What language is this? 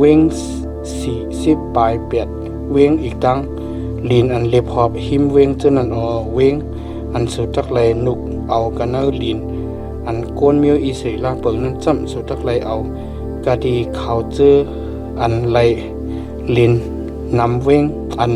Shan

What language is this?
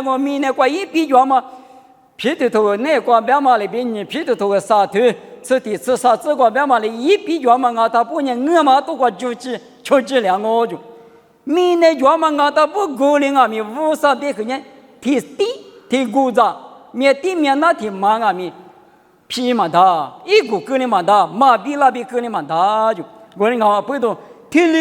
Lisu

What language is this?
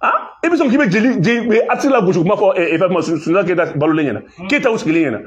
Bambara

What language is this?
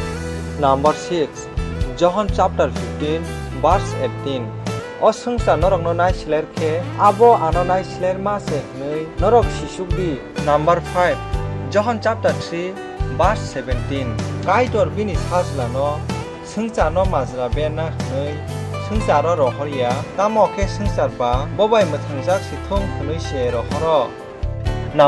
Kok Borok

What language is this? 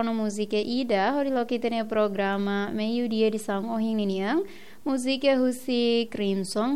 Tetum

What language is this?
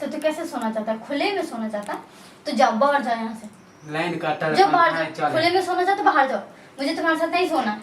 Maithili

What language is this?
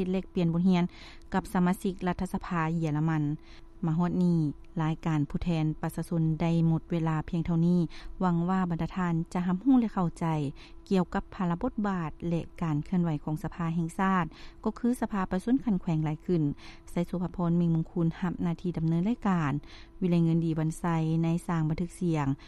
Lao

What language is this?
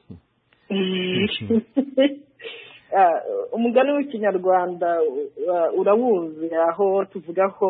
Kinyarwanda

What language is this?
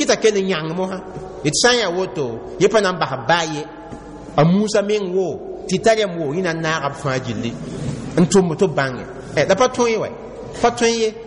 Mossi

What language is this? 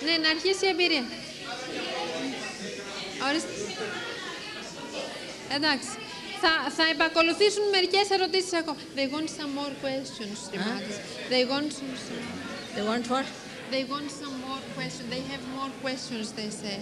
Greek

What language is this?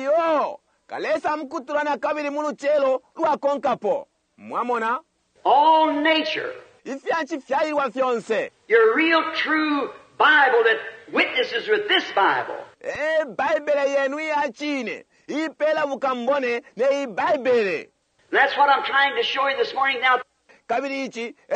Bemba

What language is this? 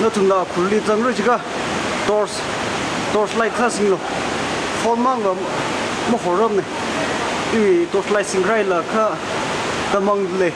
Tangkhul Naga (India)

